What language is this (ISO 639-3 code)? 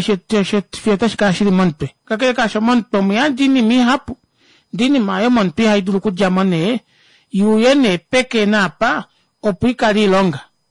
kua